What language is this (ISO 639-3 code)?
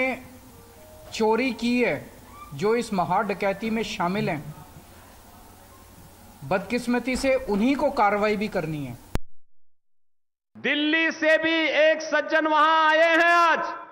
hin